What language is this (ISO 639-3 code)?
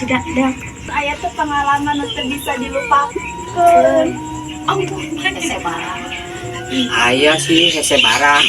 sun